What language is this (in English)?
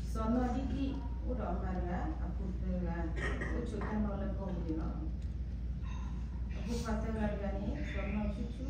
S'gaw Karen